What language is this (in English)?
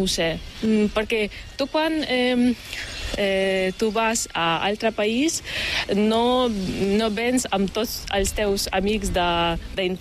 Catalan